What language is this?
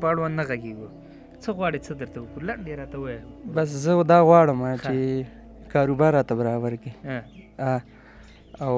Pashto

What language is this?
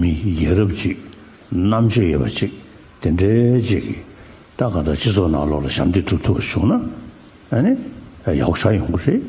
Tibetan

